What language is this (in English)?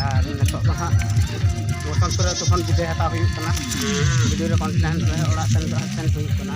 Santali